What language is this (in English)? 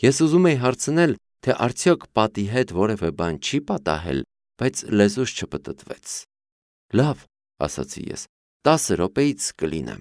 Armenian